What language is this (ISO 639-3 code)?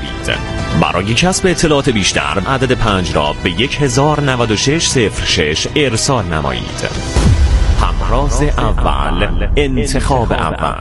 fas